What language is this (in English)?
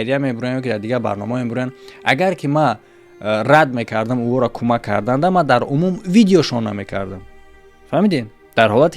Tajik